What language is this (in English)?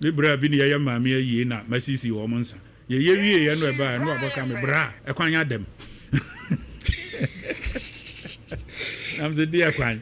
Akan